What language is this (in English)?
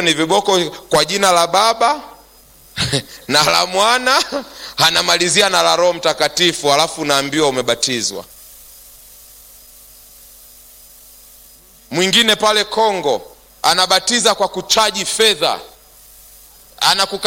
Swahili